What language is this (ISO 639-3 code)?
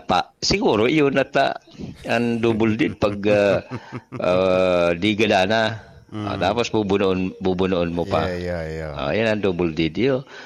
bik